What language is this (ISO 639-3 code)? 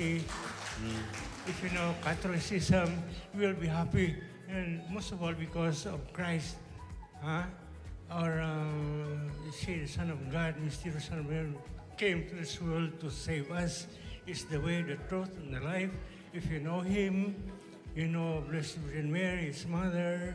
fil